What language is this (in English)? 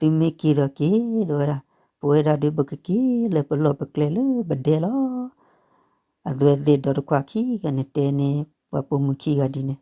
S'gaw Karen